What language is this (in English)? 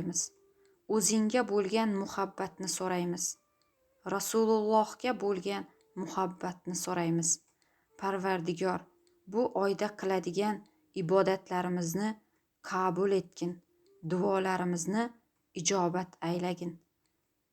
Uzbek